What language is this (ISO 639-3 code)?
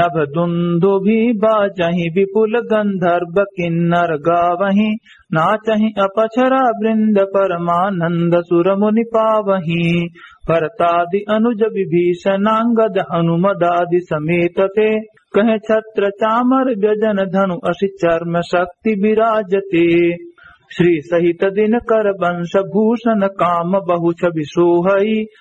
awa